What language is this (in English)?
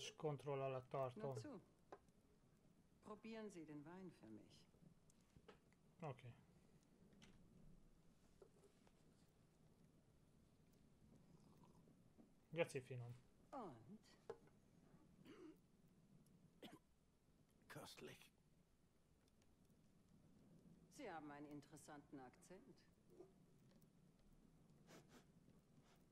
Hungarian